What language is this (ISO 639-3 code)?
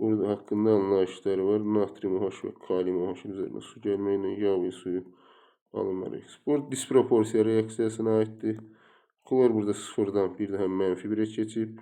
aze